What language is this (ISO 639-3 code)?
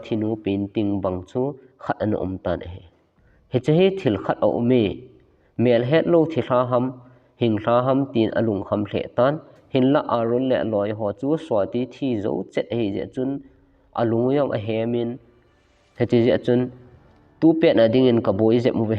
tcz